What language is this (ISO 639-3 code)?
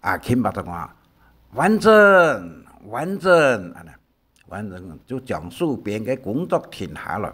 hak